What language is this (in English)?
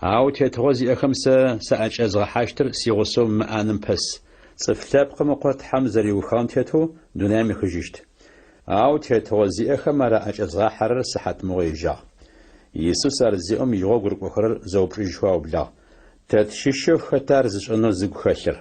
Adyghe